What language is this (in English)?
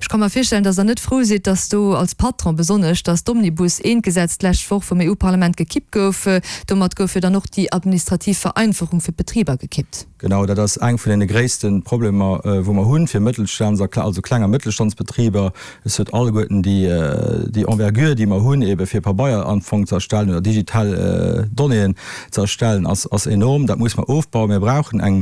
Luxembourgish